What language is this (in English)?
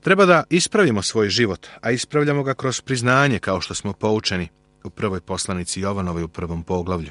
Serbian